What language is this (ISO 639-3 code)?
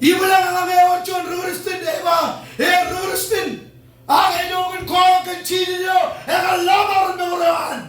mah